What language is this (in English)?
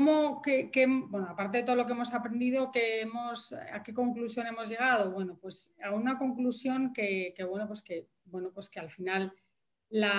Spanish